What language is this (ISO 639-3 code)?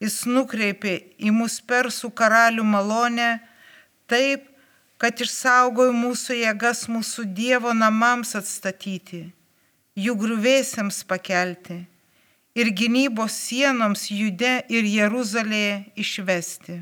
lit